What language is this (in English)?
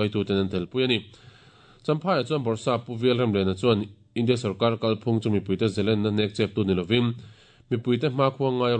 Mizo